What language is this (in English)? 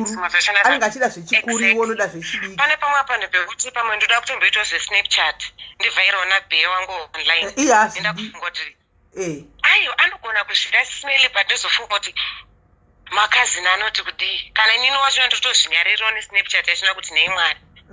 Shona